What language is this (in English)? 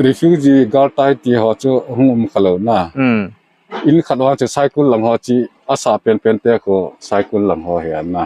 Paite Chin